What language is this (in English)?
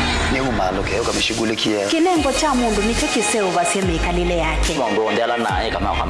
Kamba